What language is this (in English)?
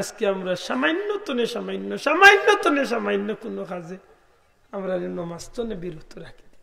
Sylheti